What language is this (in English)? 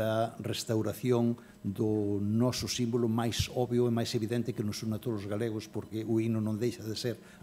Galician